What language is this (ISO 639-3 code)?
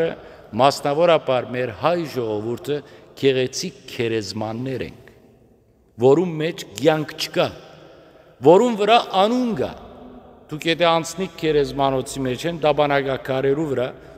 hyw